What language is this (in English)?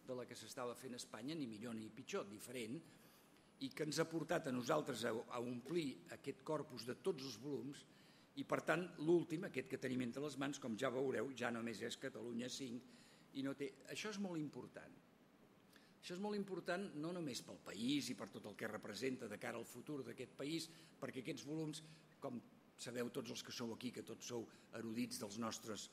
Catalan